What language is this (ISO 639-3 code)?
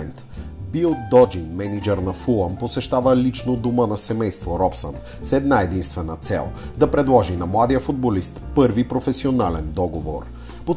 bul